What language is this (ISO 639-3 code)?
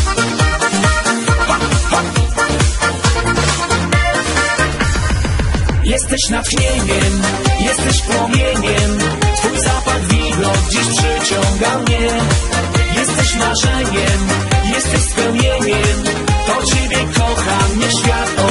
pol